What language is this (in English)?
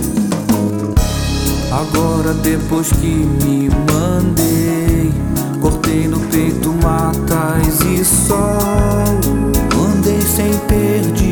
Portuguese